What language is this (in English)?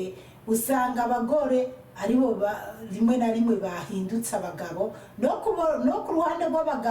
Rundi